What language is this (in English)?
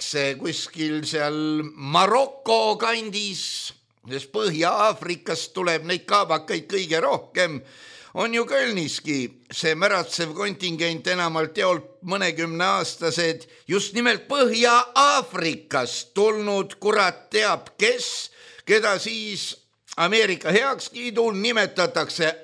Estonian